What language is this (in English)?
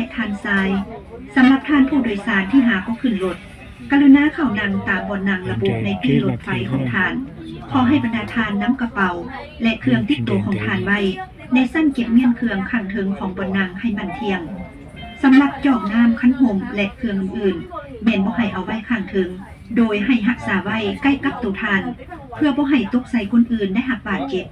Lao